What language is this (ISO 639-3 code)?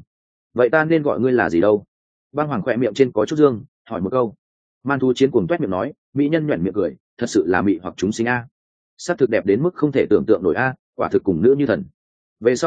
vie